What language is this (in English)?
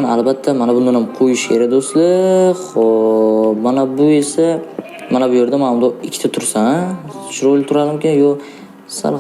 Uzbek